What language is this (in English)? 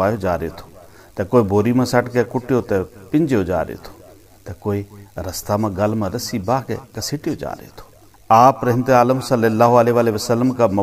Gujari